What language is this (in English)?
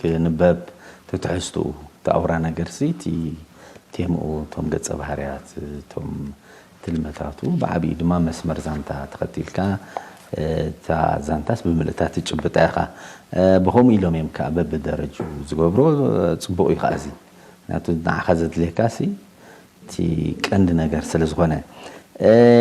Tigrinya